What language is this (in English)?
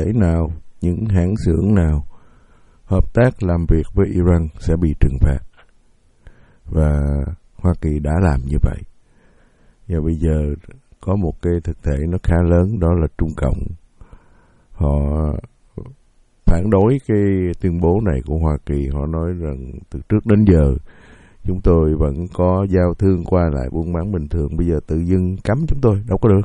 Vietnamese